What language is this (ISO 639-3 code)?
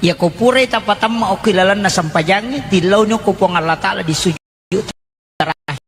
bug